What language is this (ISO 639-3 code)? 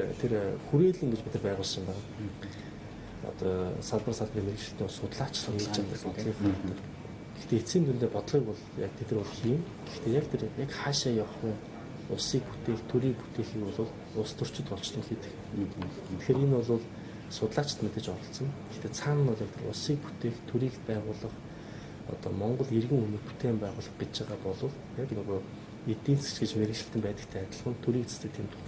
mon